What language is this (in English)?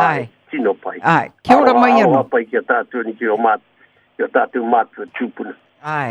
Māori